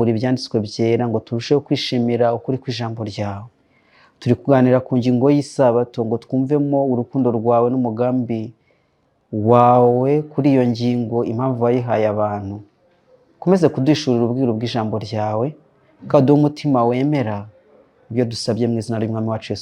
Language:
Kinyarwanda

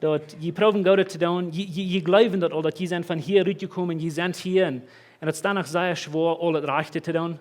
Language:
Plautdietsch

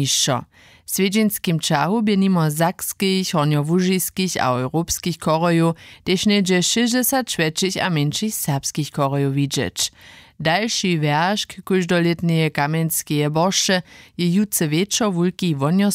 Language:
Upper Sorbian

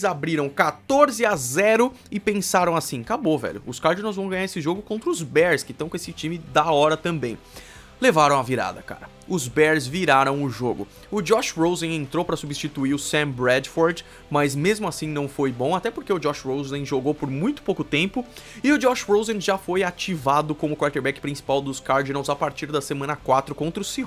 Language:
Portuguese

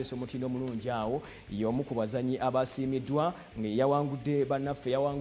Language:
Ganda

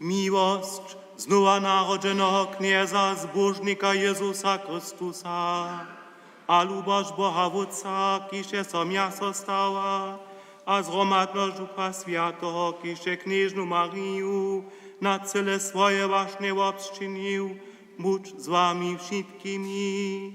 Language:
Upper Sorbian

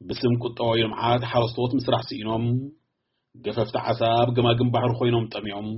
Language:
Tigrinya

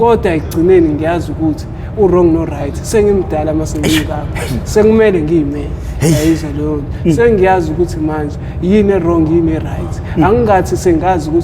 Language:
Zulu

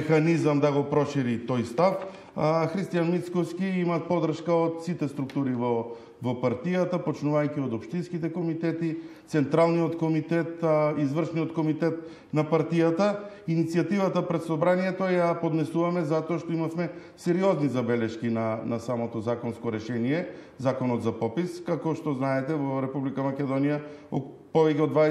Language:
Macedonian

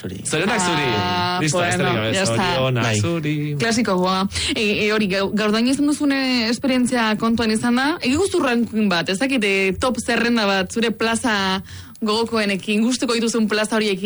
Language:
Basque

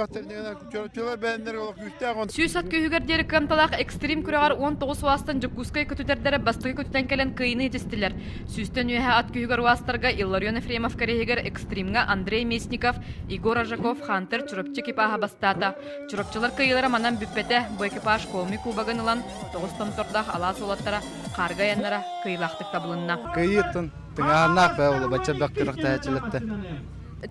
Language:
Yakut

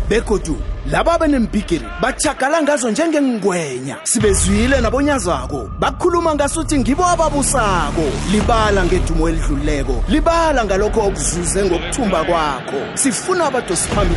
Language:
South Ndebele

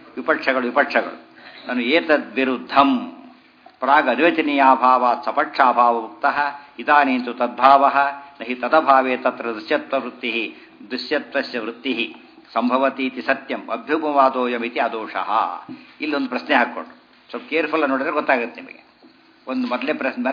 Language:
Kannada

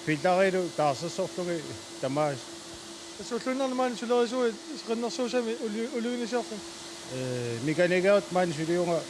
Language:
Kalaallisut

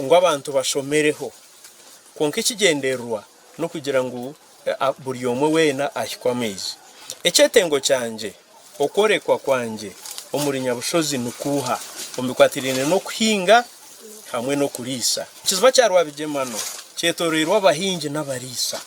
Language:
Nyankole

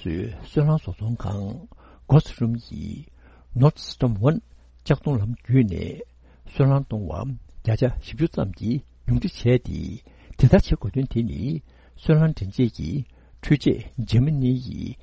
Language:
Tibetan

